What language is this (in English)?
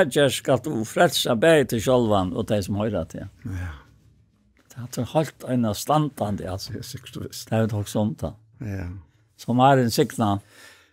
Faroese